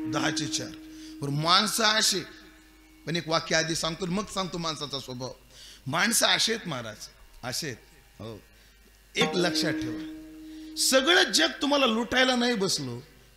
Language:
Marathi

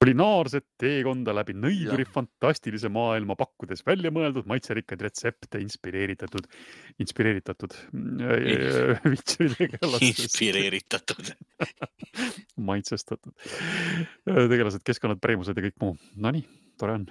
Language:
Estonian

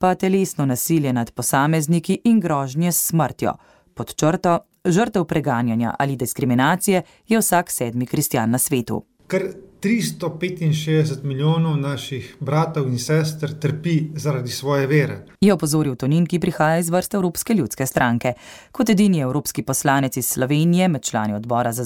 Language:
Slovenian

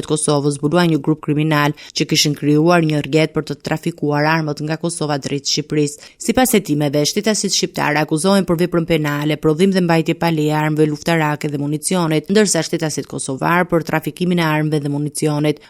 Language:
Albanian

